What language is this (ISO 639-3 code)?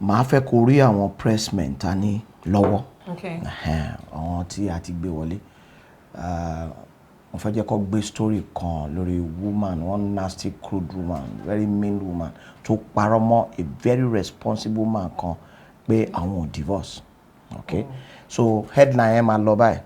yor